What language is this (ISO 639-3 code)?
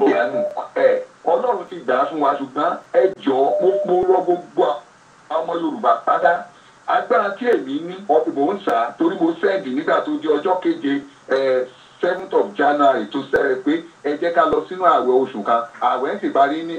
yor